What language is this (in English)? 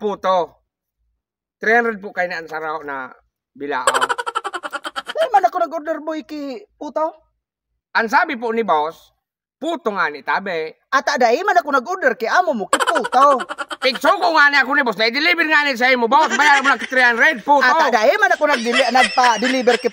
Bikol